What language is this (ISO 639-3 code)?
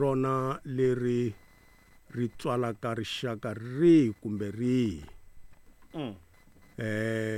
tso